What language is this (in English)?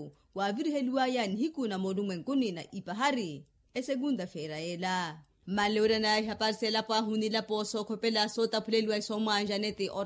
Makhuwa